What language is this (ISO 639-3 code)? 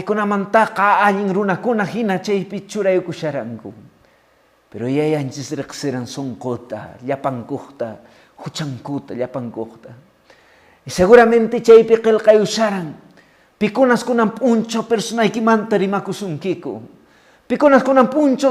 que